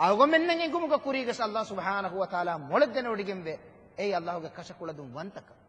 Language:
Divehi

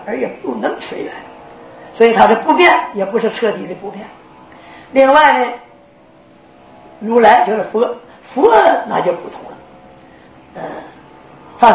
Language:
Chinese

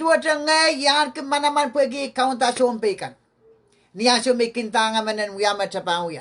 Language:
Pohnpeian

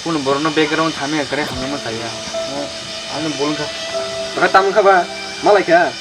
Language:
Kok Borok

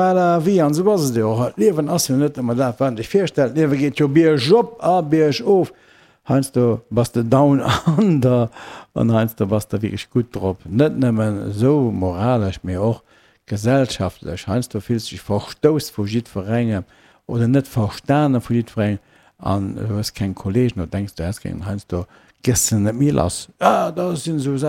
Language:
Luxembourgish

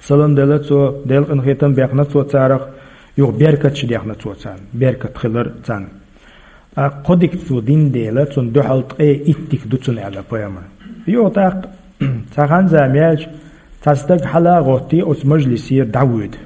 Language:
Chechen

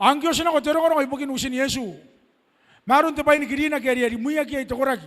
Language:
Gilbertese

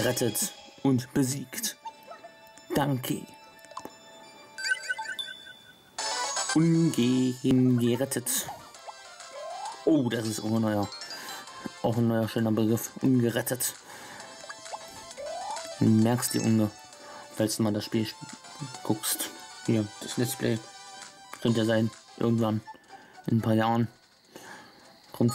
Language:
German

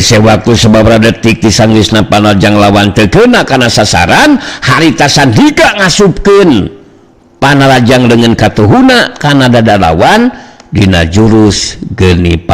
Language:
Sundanese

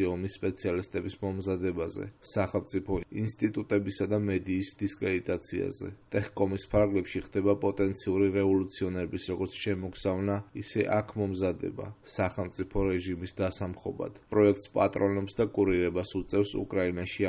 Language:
Georgian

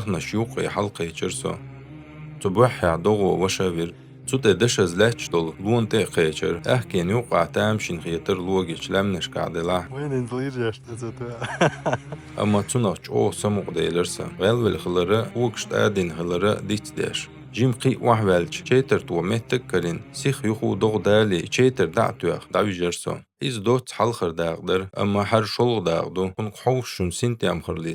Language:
Chechen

